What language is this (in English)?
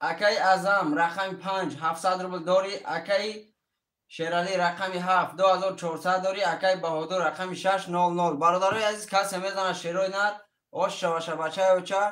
Tajik